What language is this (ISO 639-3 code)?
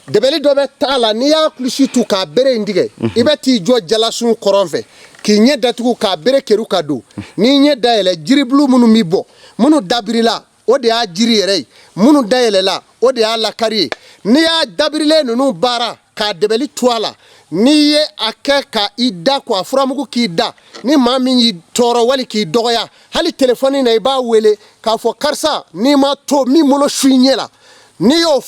bam